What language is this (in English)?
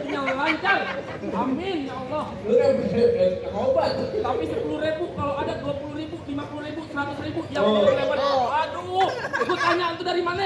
Betawi